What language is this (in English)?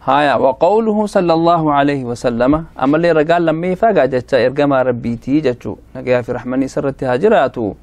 Oromo